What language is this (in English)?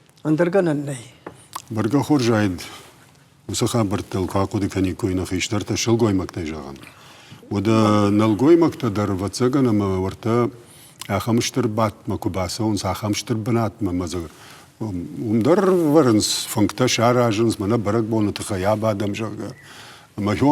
Ossetic